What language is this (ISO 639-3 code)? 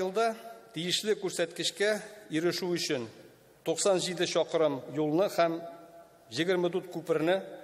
tat